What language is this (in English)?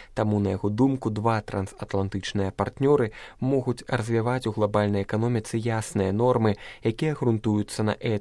Belarusian